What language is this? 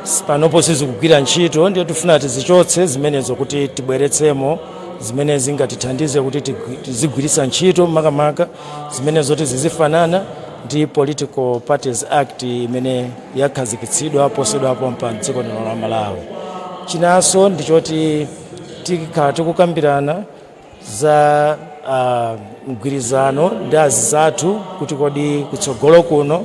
Nyanja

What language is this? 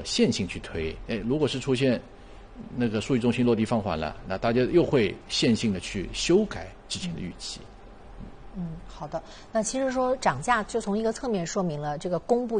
Chinese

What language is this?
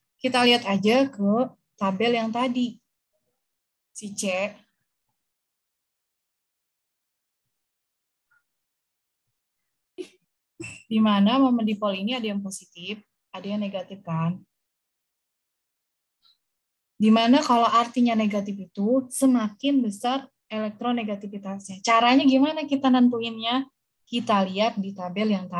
Indonesian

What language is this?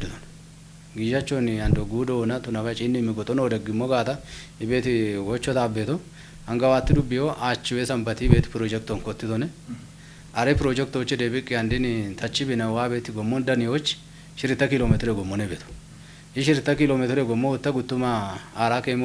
Kafa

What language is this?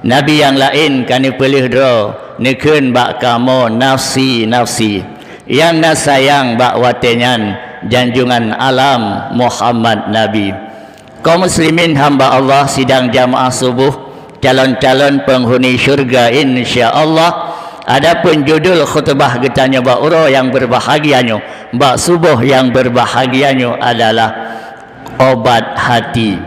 Achinese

